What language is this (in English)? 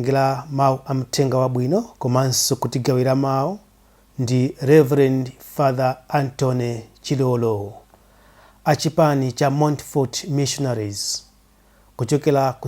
Nyanja